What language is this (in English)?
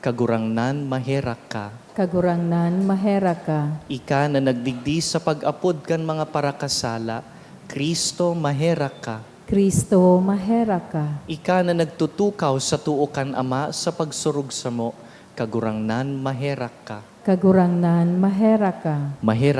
Bikol